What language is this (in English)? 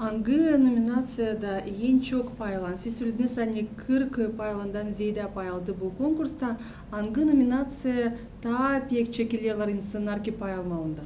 Gagauz